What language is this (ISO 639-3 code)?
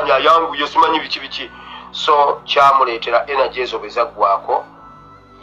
lug